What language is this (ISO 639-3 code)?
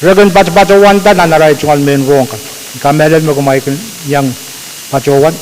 pon